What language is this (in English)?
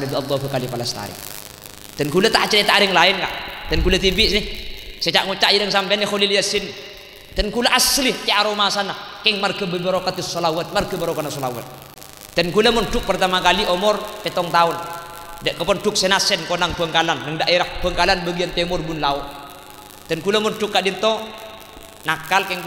Madurese